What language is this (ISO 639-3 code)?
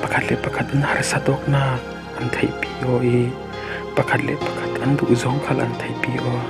cfm